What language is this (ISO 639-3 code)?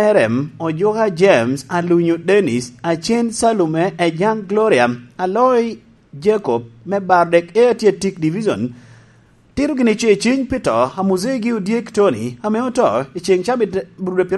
laj